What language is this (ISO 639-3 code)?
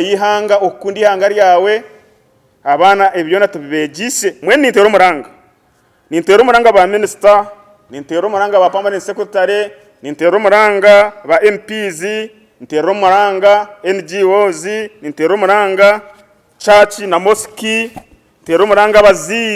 nyn